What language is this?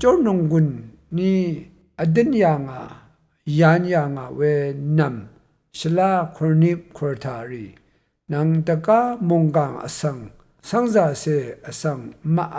Rawang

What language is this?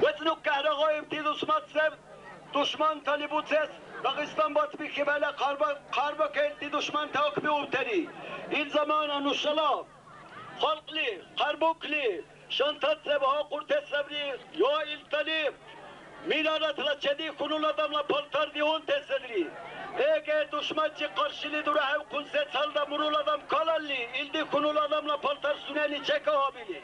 Dargwa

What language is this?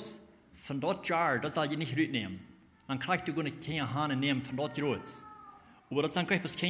Plautdietsch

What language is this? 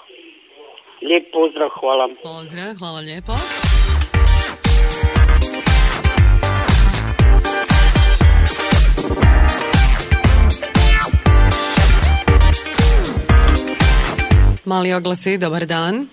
Croatian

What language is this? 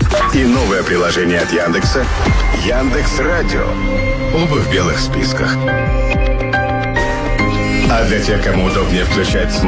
Russian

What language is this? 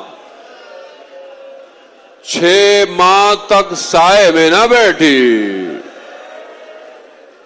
Urdu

